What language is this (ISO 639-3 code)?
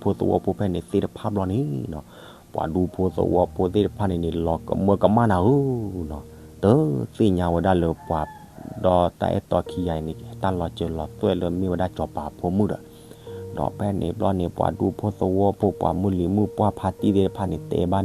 ksw